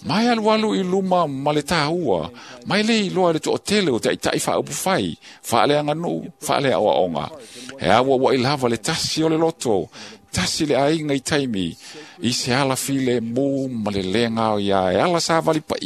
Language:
Samoan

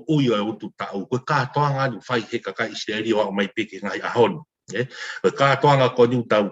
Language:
Tongan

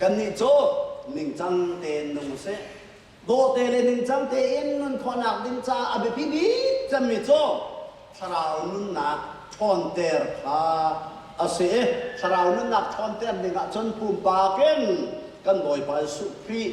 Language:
Hakha Chin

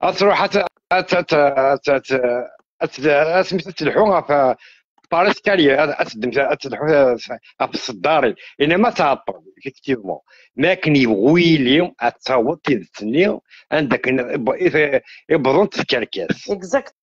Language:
Kabyle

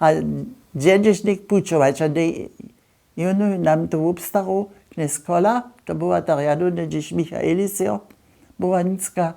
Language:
Upper Sorbian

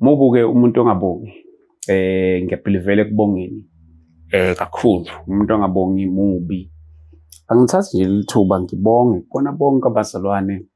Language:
Zulu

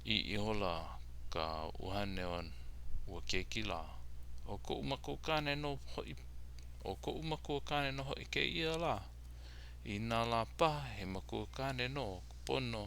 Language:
Hawaiian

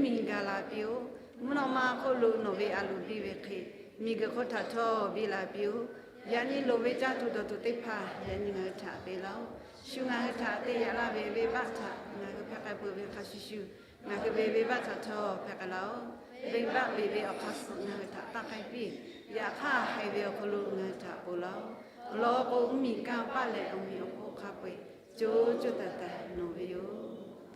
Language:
Lahu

